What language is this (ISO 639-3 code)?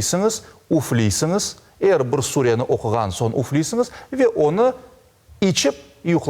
crh